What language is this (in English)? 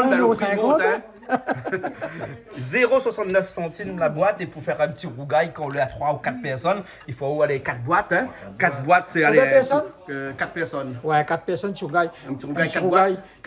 Réunion Creole French